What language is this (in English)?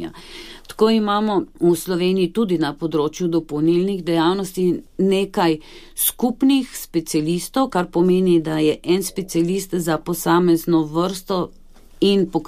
Slovenian